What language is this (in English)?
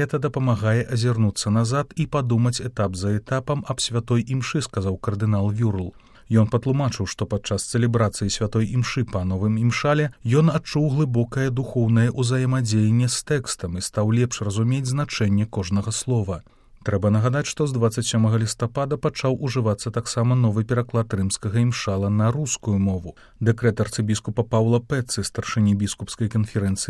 Belarusian